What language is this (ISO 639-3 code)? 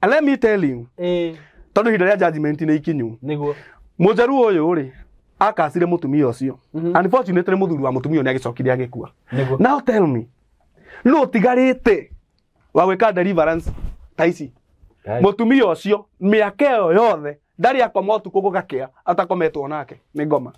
kik